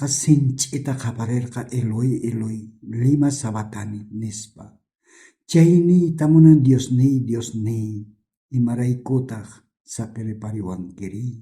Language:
South Bolivian Quechua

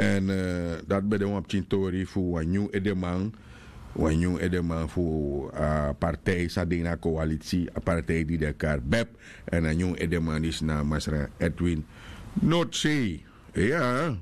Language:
Sranan Tongo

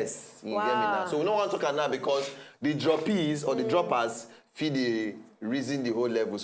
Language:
Nigerian Pidgin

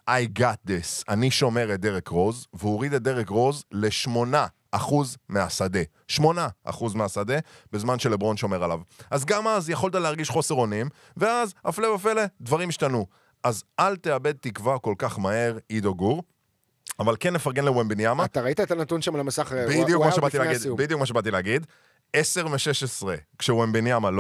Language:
Hebrew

